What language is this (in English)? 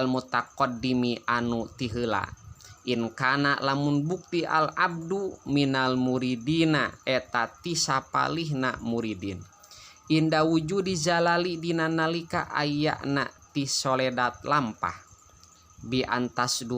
Sundanese